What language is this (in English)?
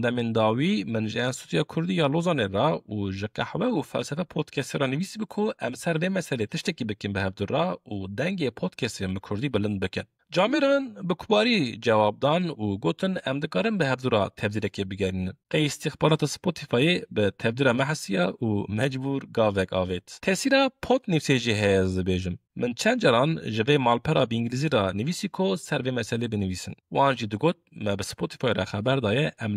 Kurdish